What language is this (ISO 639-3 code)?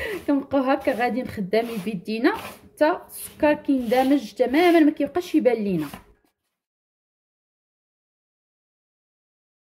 ary